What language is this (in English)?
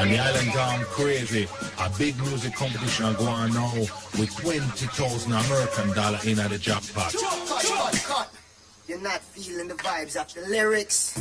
Jamaican Creole English